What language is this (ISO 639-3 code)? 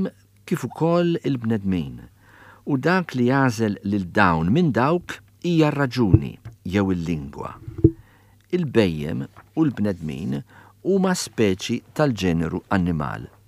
mlt